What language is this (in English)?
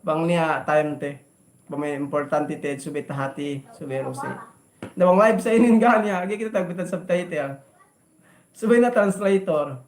Yakan